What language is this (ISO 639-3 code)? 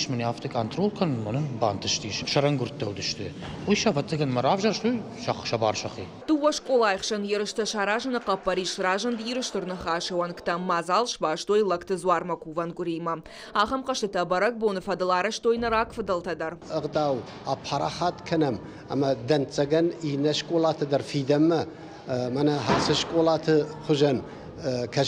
oss